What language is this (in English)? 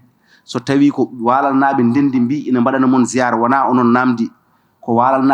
Fula